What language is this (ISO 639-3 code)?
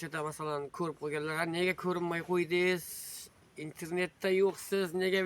uzb